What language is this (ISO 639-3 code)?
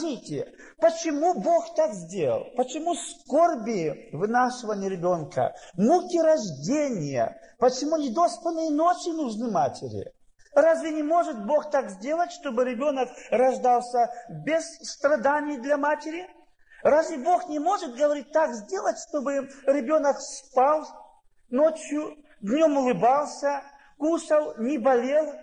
rus